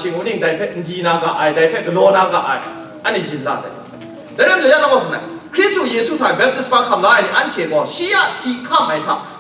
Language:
Kachin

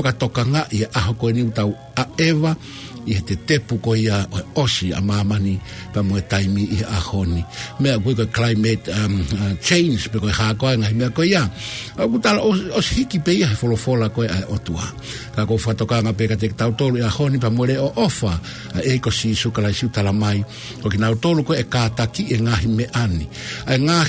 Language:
Tongan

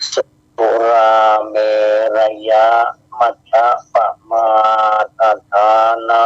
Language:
Pali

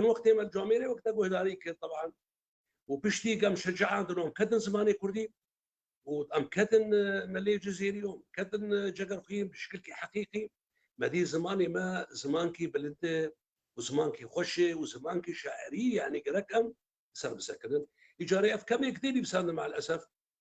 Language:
Kurdish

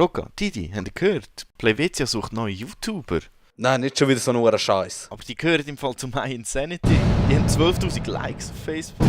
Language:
Swiss German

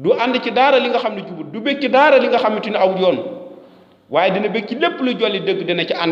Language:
Wolof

